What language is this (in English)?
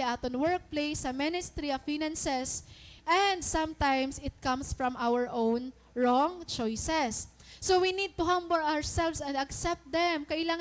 Waray